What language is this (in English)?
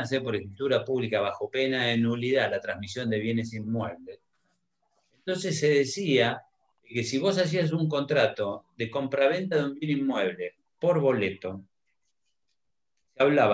Spanish